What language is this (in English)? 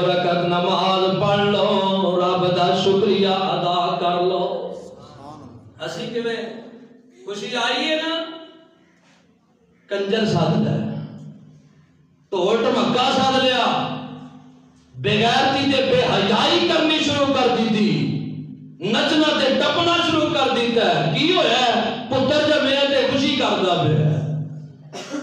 Western Panjabi